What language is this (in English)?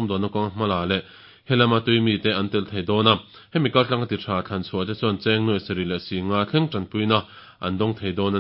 Mizo